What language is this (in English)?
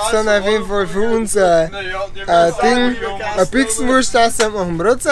Bavarian